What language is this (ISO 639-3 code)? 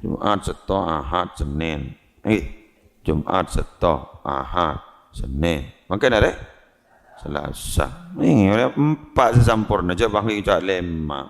mad